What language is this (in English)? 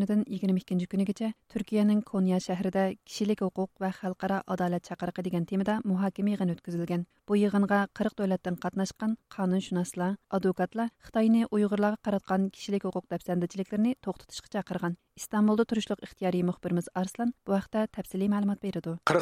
Uyghur